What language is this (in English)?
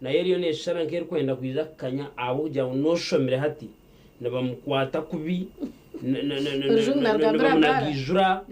Nyankole